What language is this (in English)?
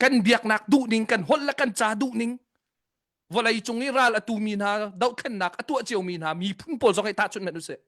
Hakha Chin